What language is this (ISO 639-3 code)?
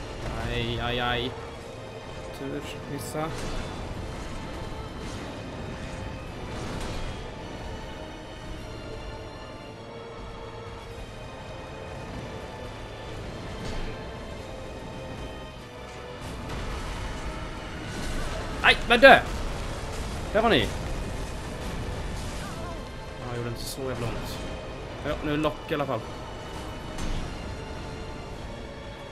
swe